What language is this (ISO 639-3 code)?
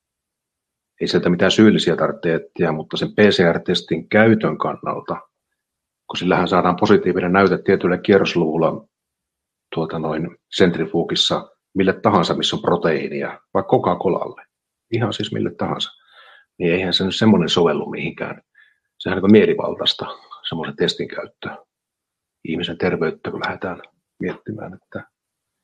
fin